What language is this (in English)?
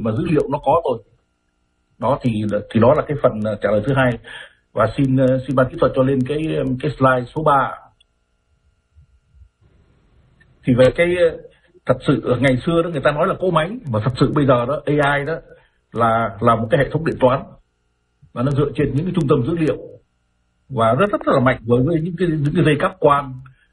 Vietnamese